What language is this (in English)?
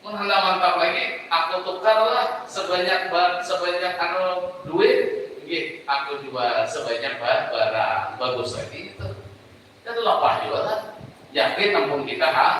Banjar